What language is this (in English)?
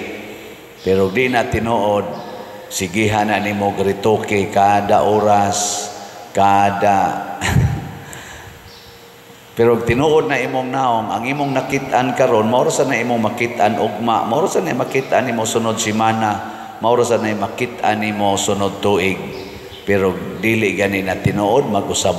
Cebuano